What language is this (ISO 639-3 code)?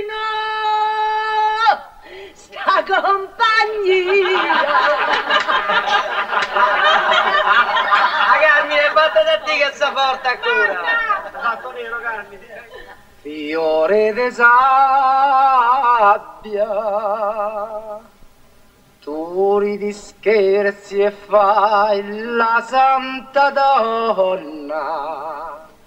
ita